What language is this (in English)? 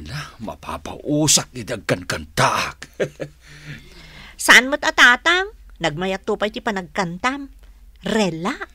Iloko